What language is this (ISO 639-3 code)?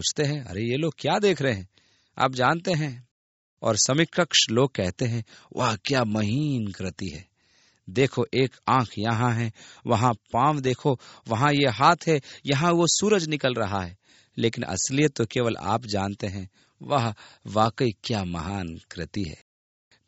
hin